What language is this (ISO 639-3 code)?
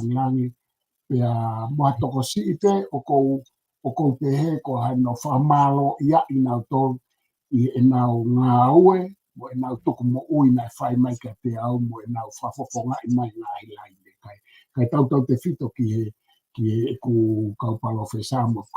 ton